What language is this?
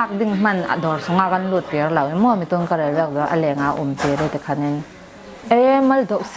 Falam Chin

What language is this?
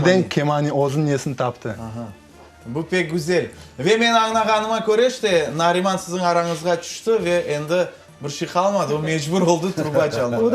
Crimean Tatar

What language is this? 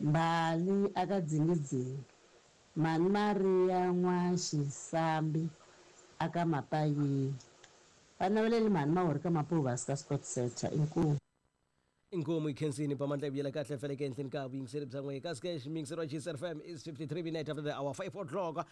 Tsonga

